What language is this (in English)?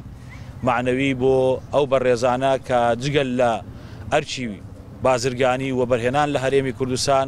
Central Kurdish